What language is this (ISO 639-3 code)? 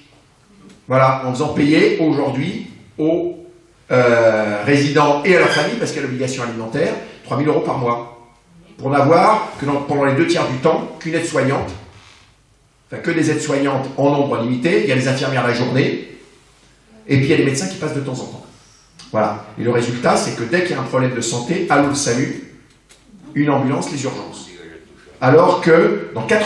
fra